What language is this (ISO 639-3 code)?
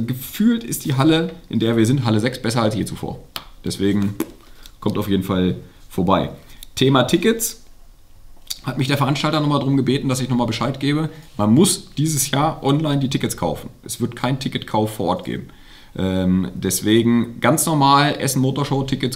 deu